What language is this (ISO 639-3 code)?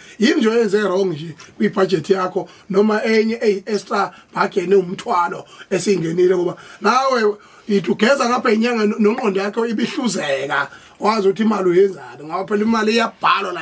zul